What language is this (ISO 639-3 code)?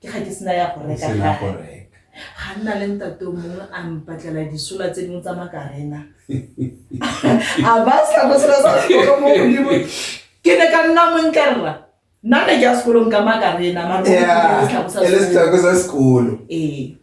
tsn